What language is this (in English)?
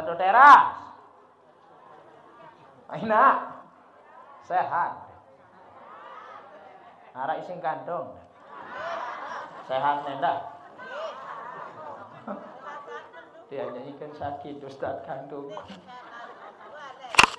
Sasak